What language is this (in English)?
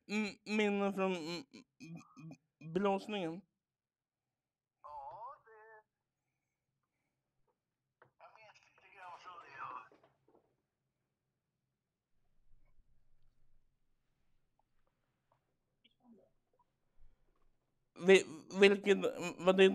Swedish